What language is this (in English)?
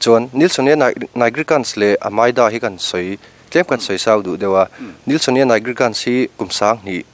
Mizo